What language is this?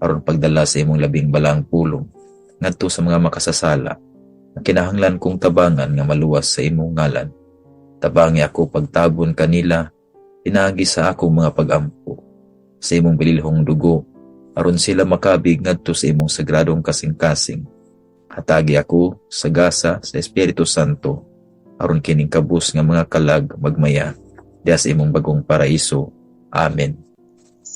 Cebuano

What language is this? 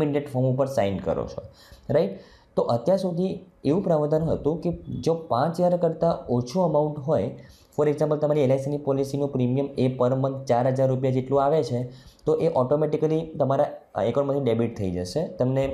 Gujarati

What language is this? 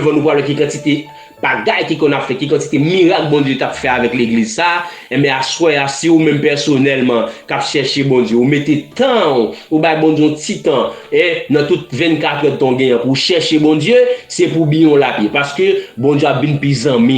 Haitian Creole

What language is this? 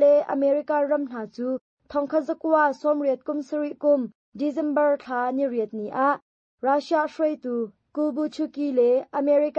Hakha Chin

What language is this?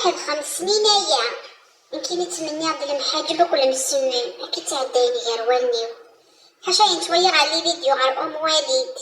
Kabyle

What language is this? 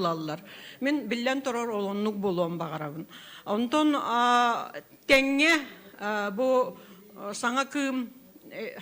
Yakut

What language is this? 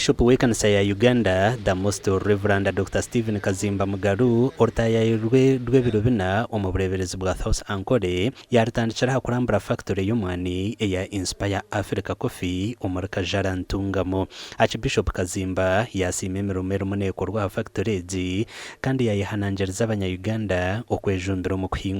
Nyankole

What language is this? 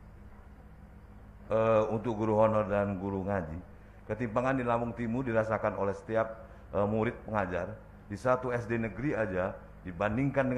Indonesian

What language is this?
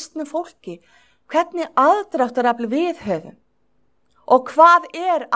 Icelandic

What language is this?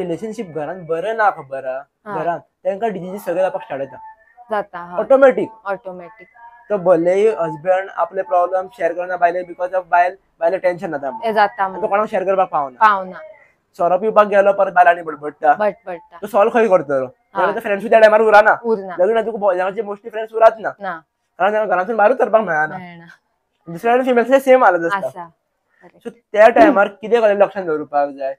Konkani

